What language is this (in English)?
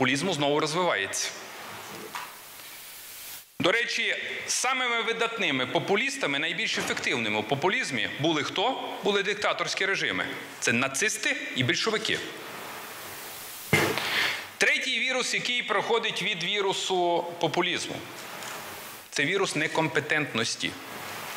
Ukrainian